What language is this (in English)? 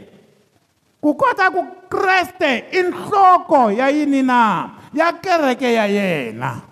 Tsonga